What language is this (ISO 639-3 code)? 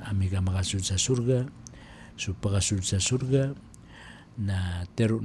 mrw